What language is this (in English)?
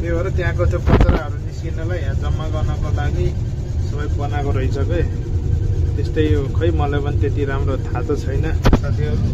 Nepali